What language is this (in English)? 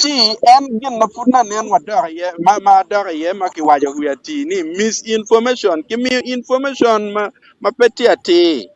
Acoli